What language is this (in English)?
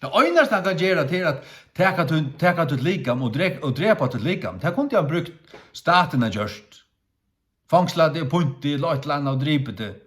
Faroese